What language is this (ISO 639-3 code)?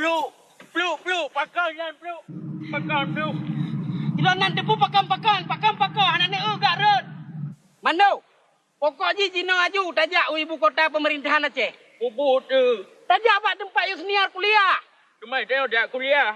ace